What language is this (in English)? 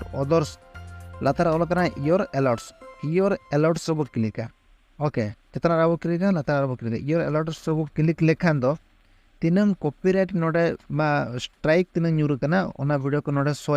Santali